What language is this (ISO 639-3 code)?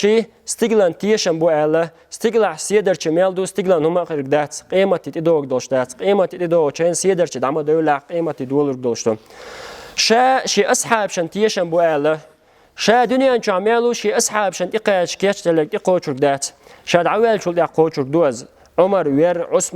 che